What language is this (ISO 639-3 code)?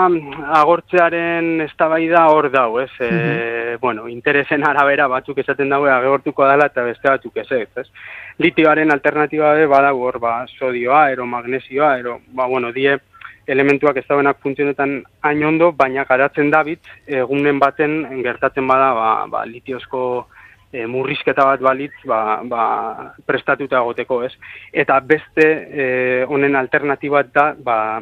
eus